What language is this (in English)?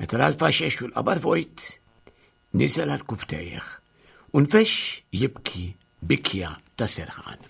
Maltese